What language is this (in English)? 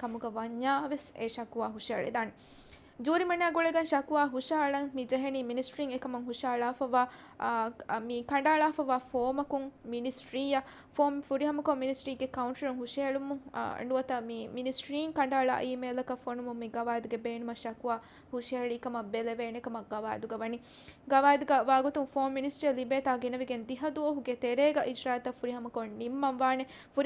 Divehi